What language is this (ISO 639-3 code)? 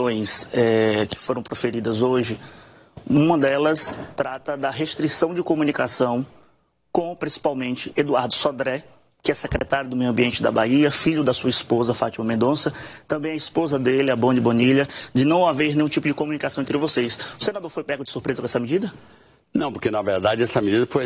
por